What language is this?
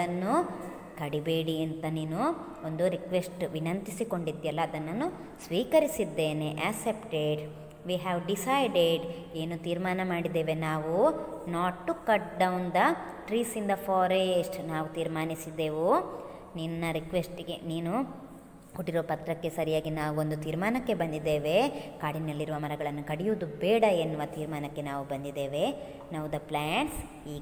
Kannada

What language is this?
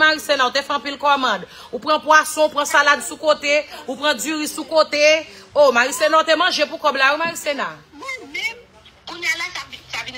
Haitian Creole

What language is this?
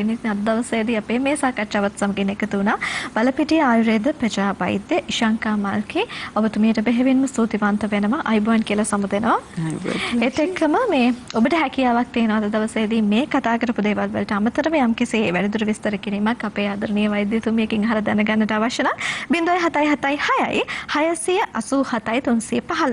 Sinhala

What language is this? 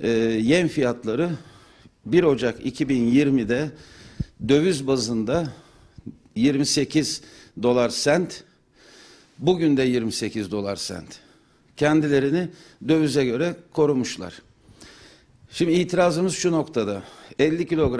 Turkish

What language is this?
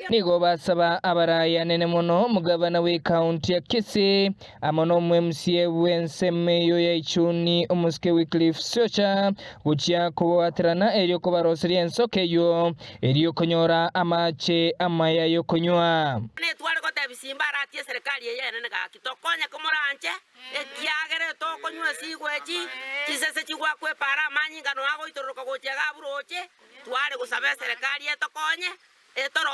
Gusii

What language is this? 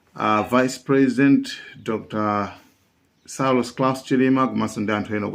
Nyanja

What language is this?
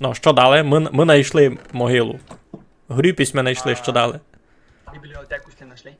Rusyn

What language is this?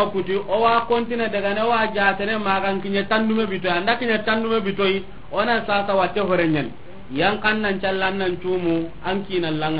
Soninke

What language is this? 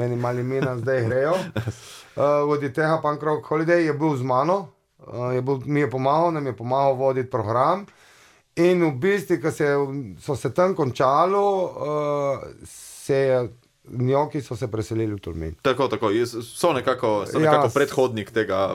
Slovenian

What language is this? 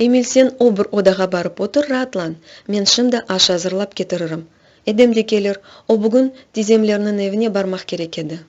Crimean Tatar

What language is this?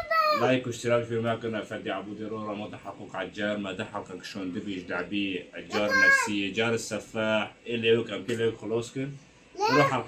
Kurdish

